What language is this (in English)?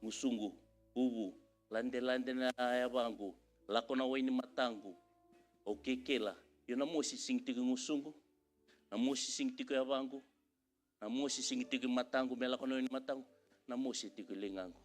Fijian